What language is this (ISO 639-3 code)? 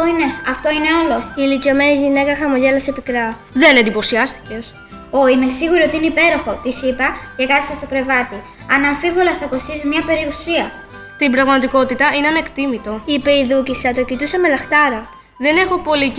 ell